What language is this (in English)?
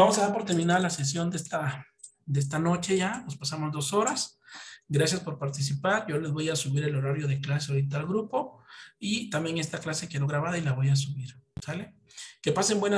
Spanish